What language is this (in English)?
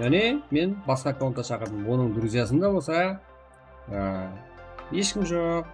Kara-Kalpak